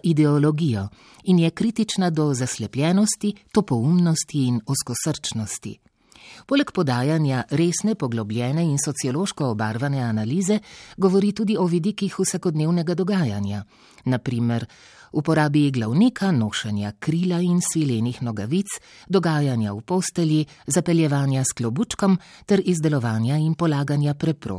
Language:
Slovenian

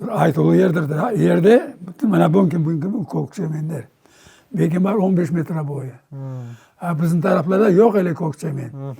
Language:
Crimean Tatar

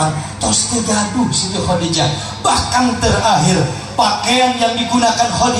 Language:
Sundanese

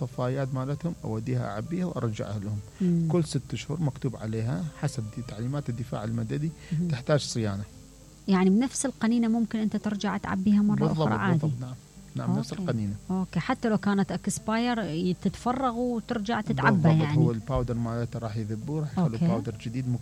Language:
Mesopotamian Arabic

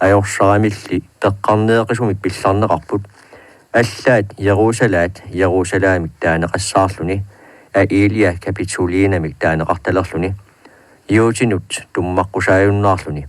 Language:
Kalaallisut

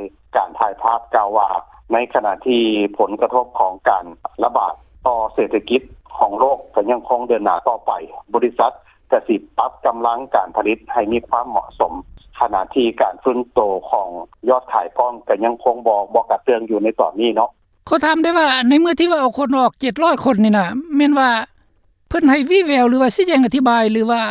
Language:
Lao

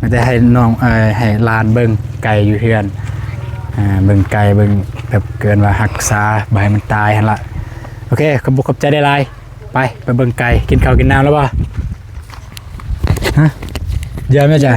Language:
Lao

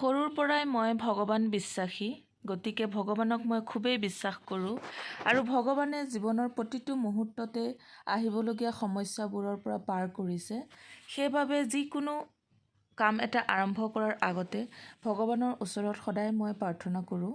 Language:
Assamese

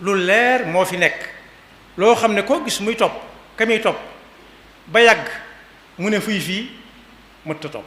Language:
Wolof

